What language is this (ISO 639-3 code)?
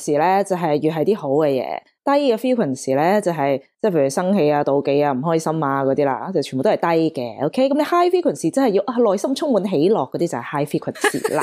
yue